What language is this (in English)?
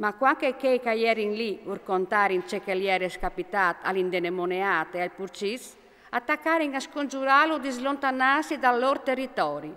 Friulian